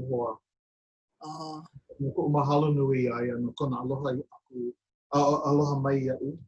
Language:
Hawaiian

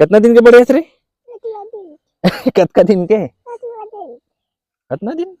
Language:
Chhattisgarhi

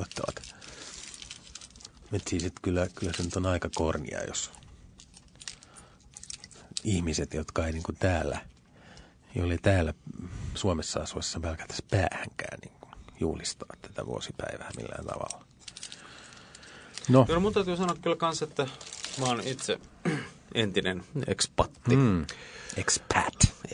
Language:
Finnish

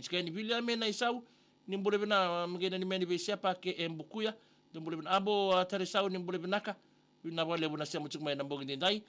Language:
Fijian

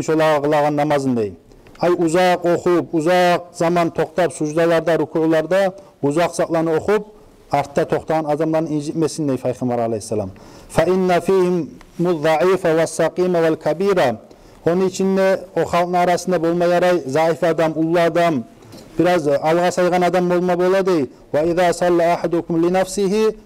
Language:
Kumyk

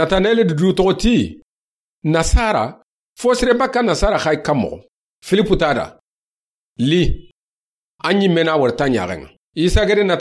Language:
Soninke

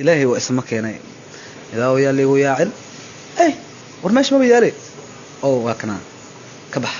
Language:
Somali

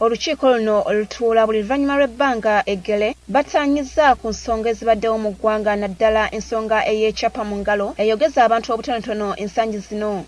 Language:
Ganda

